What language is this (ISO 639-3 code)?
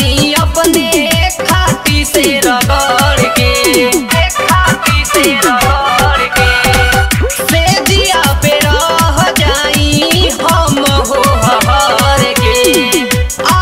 bho